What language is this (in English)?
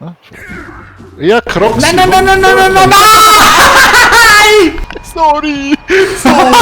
Swiss German